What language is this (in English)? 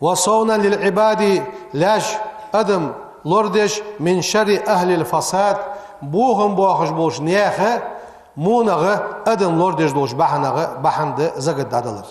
Ingush